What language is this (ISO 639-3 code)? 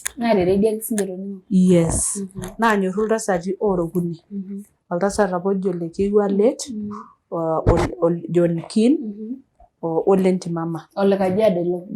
mas